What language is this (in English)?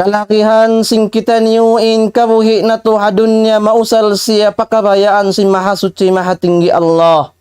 Tausug